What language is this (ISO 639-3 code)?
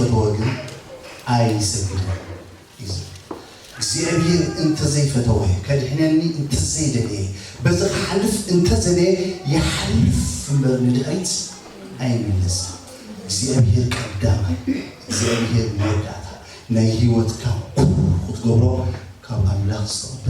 tir